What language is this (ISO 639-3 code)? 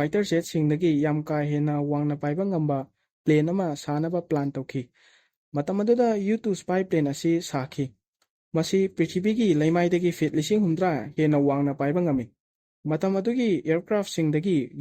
mni